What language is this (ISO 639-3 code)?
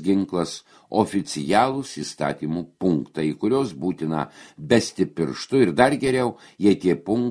lit